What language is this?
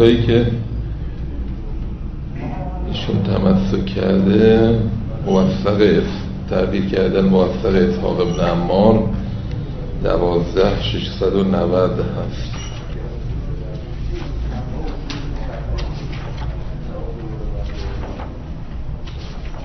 Persian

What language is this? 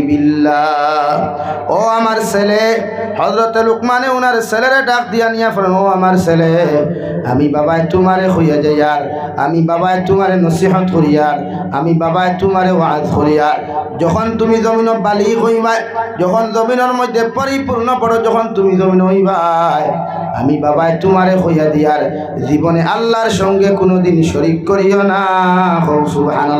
Sylheti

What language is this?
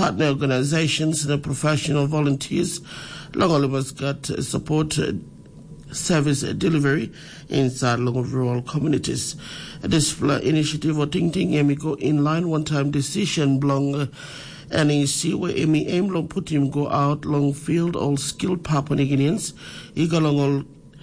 Tok Pisin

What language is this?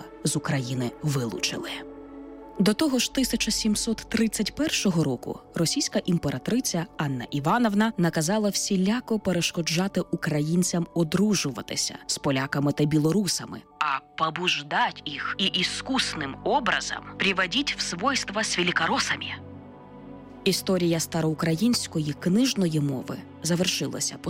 Ukrainian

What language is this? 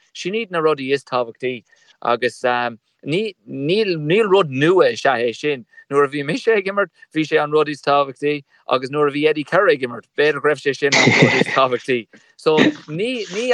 Irish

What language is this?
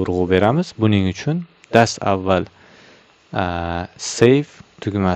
Uzbek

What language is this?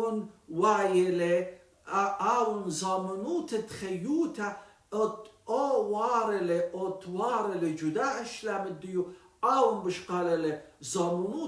Assyrian Neo-Aramaic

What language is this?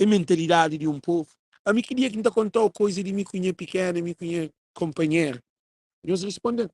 Kabuverdianu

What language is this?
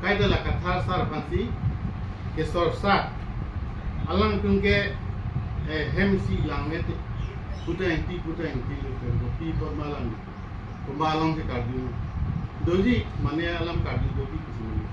Karbi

